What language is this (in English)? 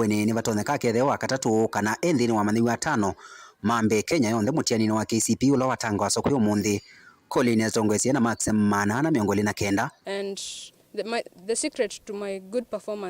Kamba